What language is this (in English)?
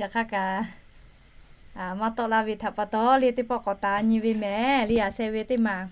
Lahu